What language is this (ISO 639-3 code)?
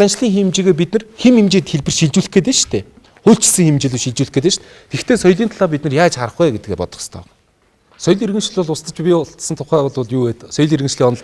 mon